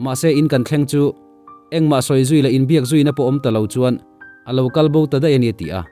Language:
Mizo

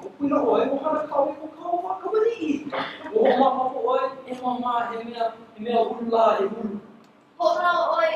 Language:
Hawaiian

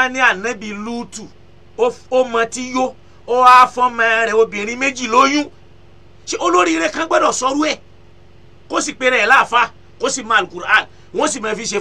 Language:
Yoruba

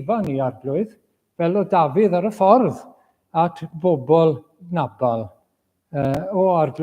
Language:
Welsh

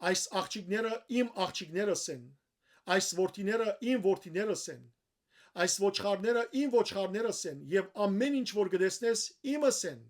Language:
Western Armenian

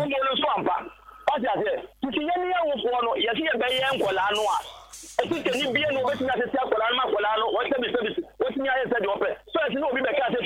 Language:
Akan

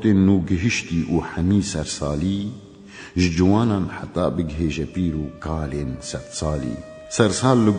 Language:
Kurdish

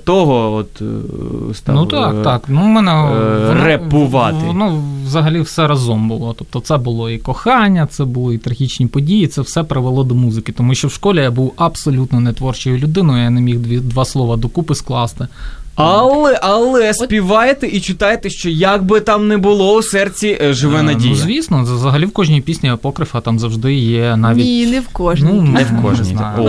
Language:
Ukrainian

